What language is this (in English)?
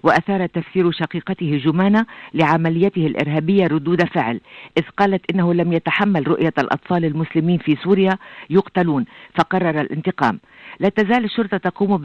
Arabic